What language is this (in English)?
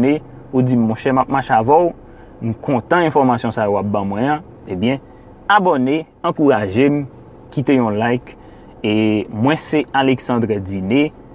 Haitian Creole